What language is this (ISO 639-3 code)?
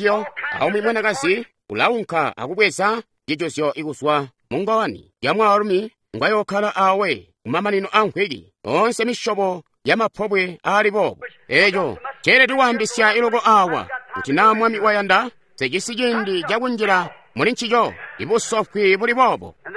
toi